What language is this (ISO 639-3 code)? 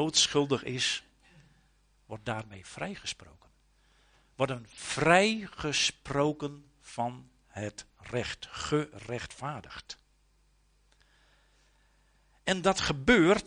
nld